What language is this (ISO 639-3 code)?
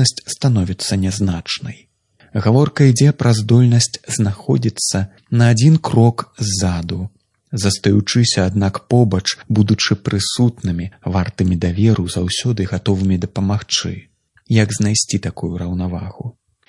bel